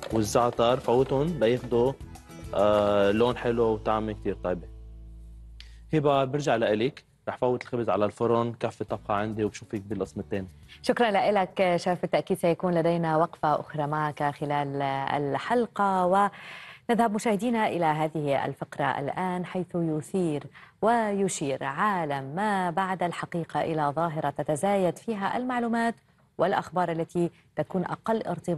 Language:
Arabic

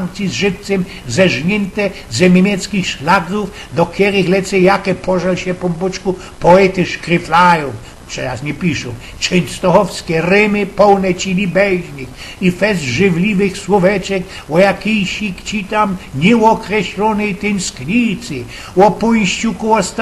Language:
Silesian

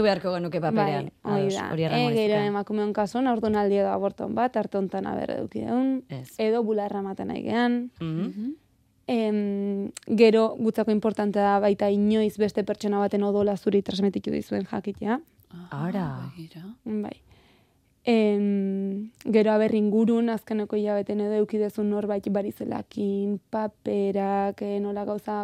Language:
Basque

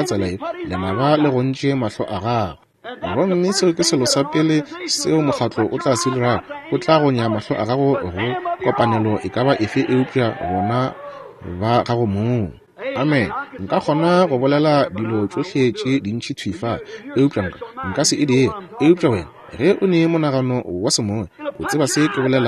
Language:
Northern Sotho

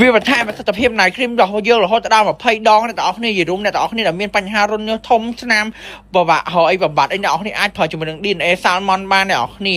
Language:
Khmer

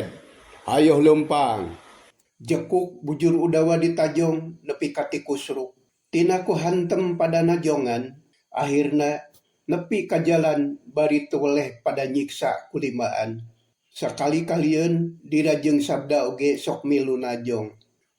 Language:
Sundanese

